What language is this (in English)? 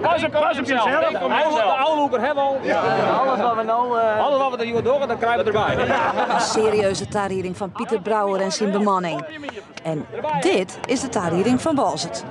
Western Frisian